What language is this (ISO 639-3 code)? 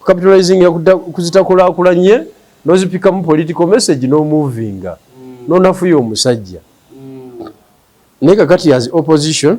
lug